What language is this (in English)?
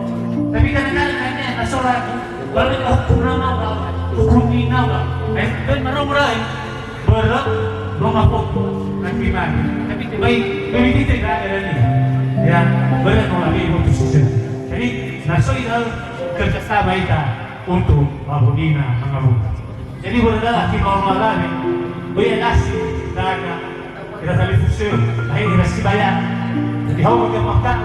Nias